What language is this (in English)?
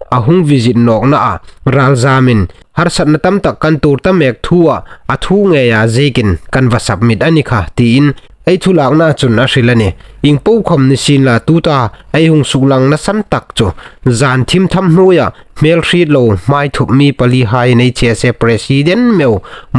Hmar